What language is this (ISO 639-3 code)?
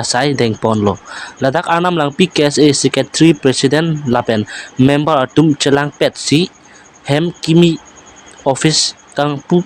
mjw